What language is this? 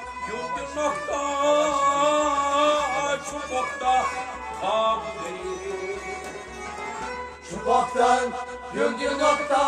Kashmiri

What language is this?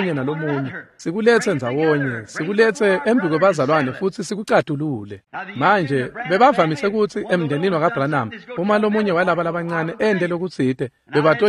Swati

